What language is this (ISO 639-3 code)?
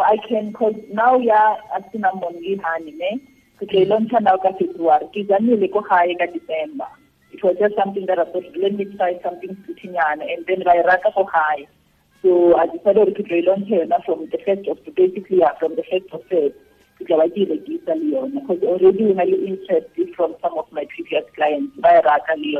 tsn